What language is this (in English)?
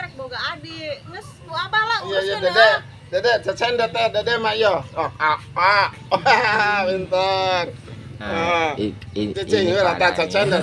Sundanese